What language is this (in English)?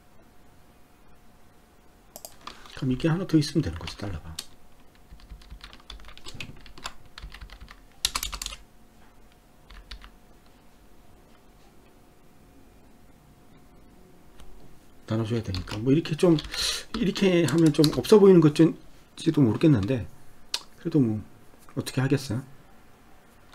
Korean